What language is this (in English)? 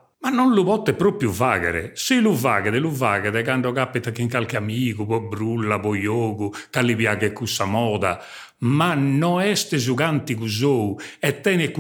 Sardinian